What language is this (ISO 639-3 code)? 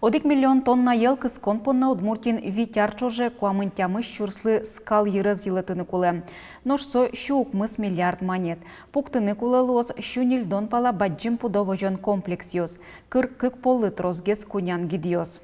udm